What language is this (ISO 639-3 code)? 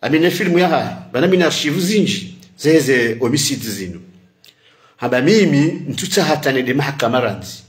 zdj